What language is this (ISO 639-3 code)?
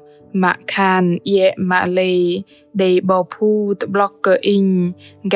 bdq